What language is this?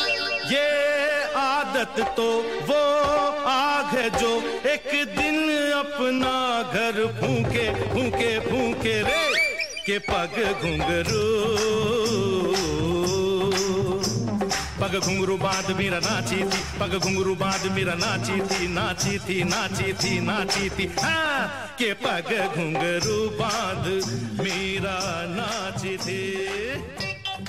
Hindi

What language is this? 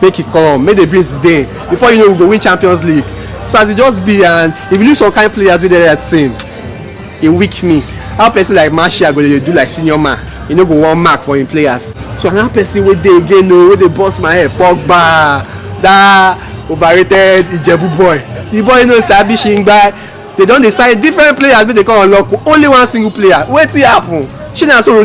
Nigerian Pidgin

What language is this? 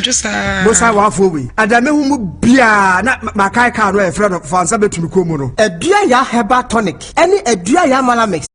Akan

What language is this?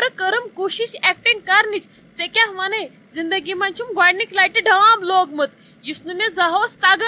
Kashmiri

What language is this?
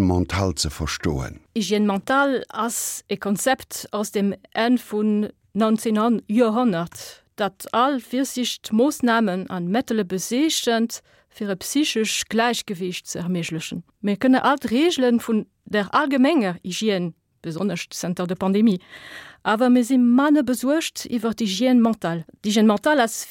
Luxembourgish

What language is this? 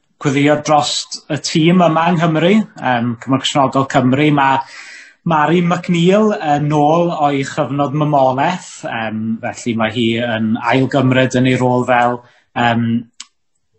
Welsh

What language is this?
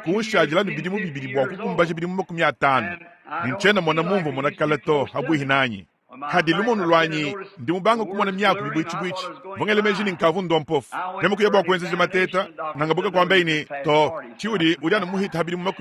Luba-Lulua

